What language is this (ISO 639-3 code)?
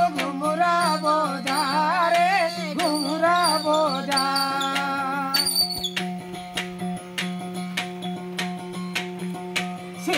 ori